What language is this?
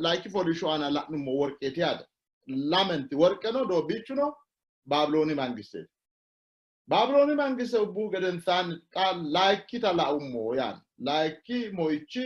Sidamo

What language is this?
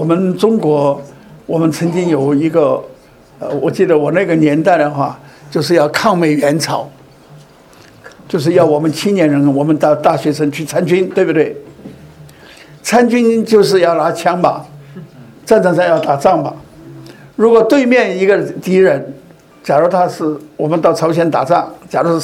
Chinese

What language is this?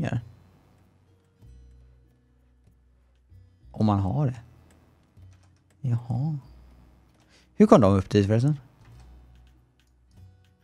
Swedish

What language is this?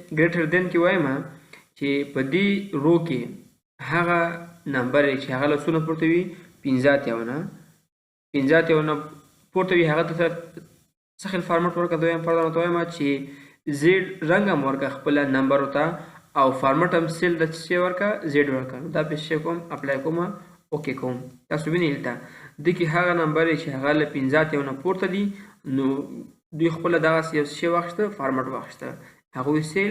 Pashto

